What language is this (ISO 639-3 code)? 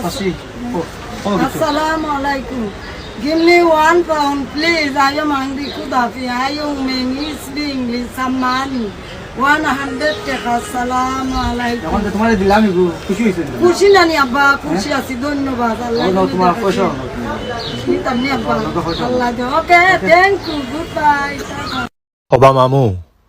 syl